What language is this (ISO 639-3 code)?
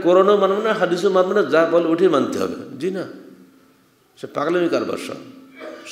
ben